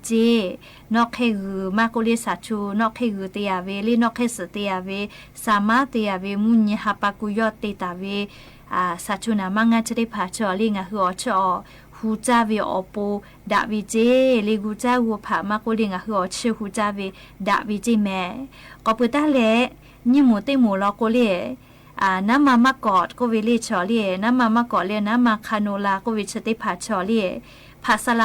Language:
Lahu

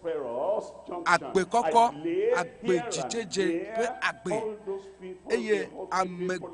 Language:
Ewe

